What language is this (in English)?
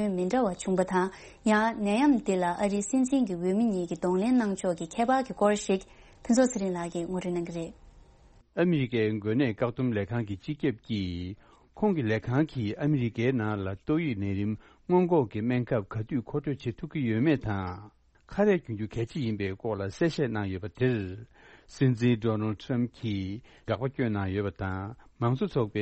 Tibetan